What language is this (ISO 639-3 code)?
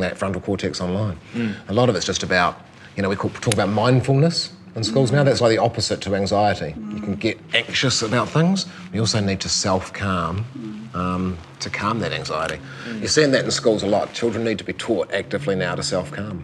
eng